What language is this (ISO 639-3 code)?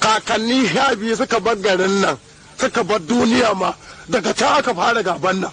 hau